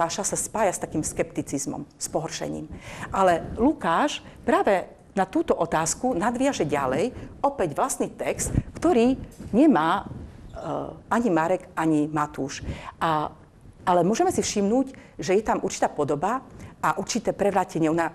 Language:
Slovak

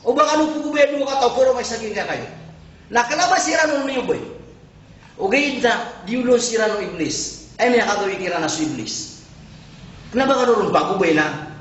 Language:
Maranao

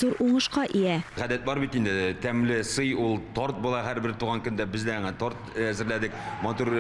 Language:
Tatar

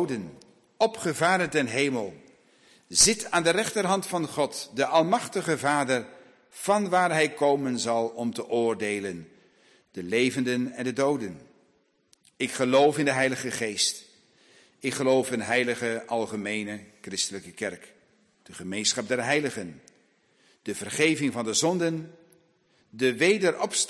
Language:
Dutch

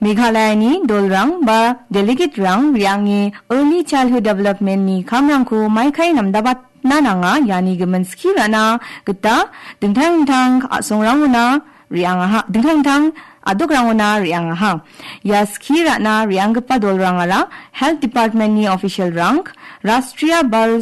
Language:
Garo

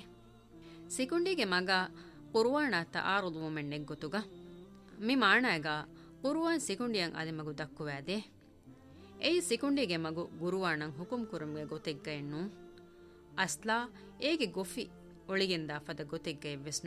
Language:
Divehi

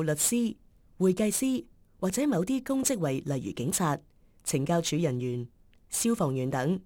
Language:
Cantonese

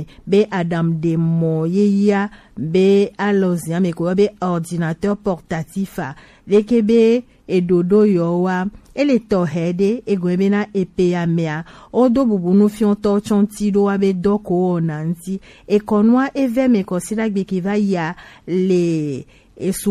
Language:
Gen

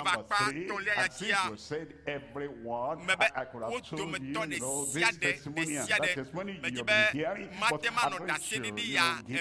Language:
Ewe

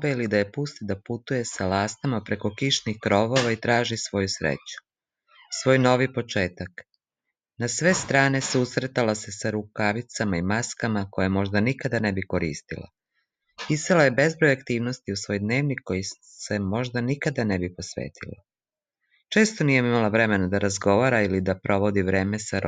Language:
Serbian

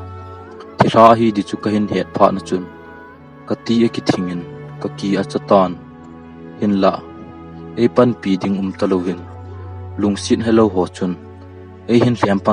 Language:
Thado Chin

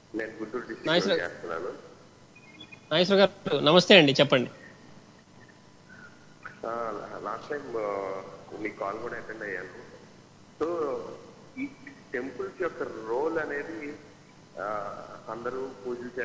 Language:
Telugu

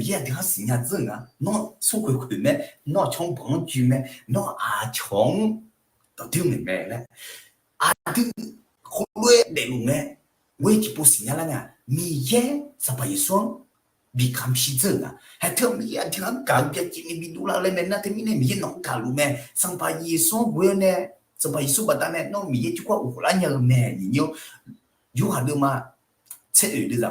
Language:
Akha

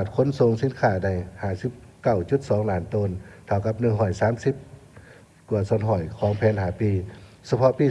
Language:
Lao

